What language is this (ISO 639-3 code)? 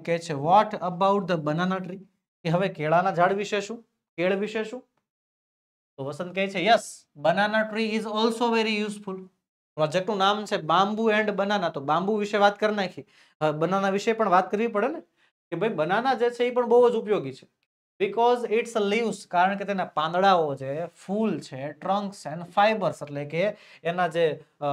guj